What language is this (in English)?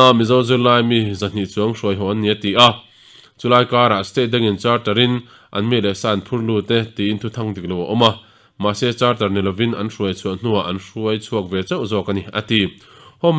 Mizo